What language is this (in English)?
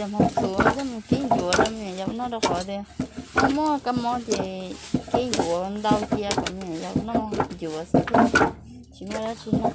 Hmong